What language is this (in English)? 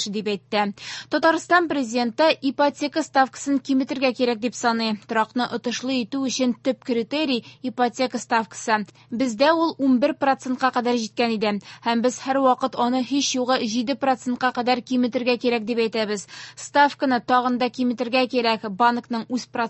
Tatar